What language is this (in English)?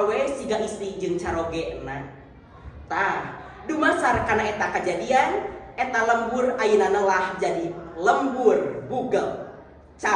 Sundanese